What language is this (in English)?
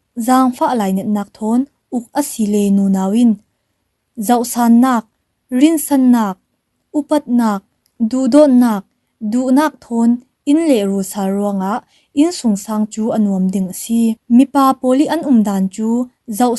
Falam Chin